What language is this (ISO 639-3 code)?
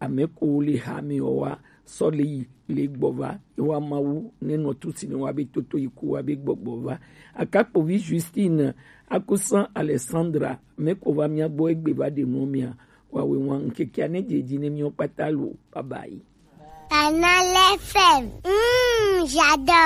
gej